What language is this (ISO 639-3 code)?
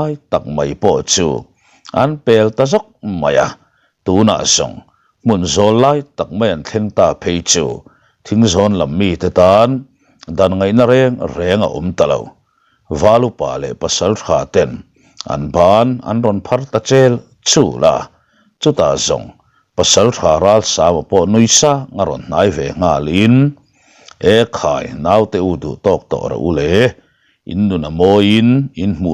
lus